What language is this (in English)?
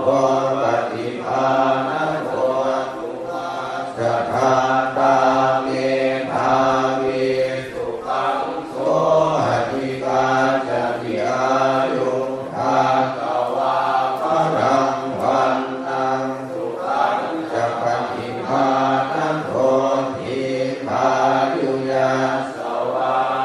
Pali